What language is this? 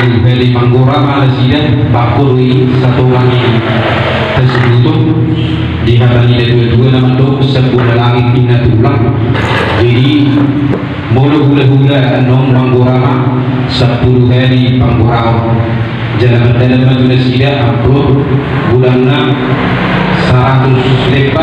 Batak Toba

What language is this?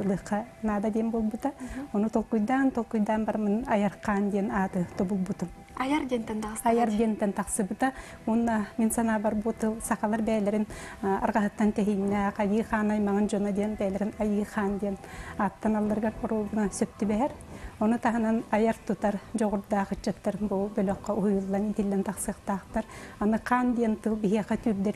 Yakut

